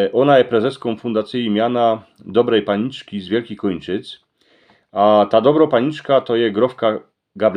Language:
Silesian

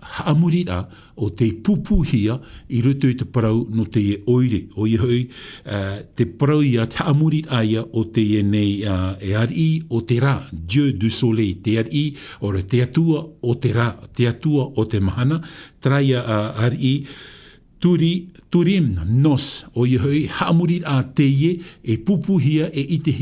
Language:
Tahitian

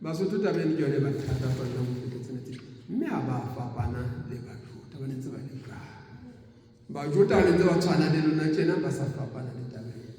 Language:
Southern Sotho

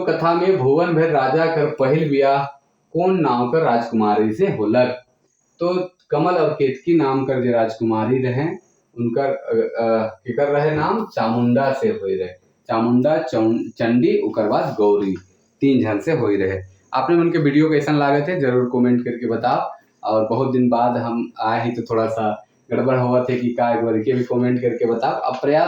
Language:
Sadri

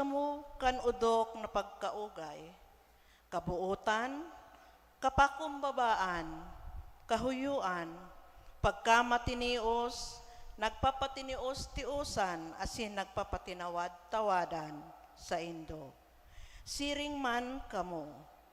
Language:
Bikol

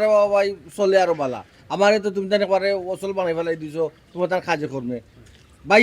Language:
Sylheti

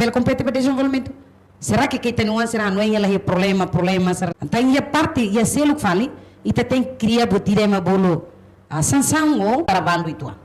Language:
Tetum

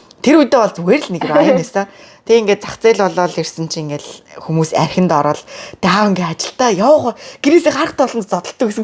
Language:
Mongolian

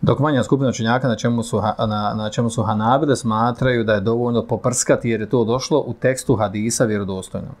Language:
Bosnian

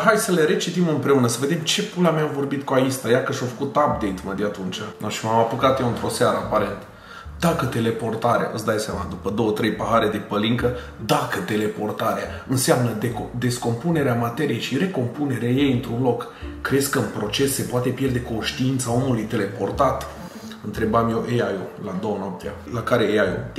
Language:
Romanian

